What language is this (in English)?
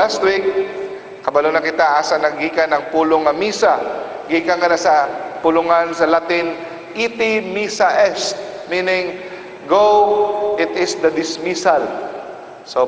Cebuano